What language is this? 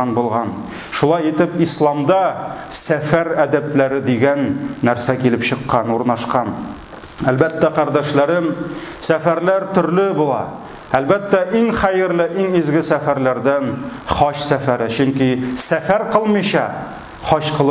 Tatar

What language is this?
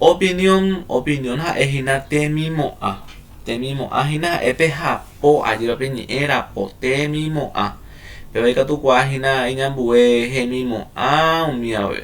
Guarani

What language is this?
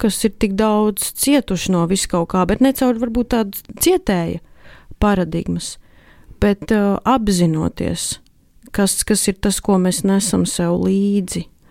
Latvian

